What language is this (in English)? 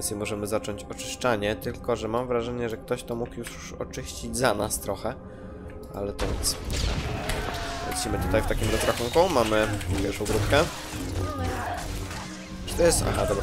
Polish